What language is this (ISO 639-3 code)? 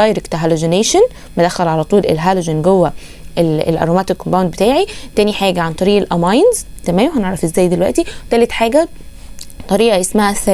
arz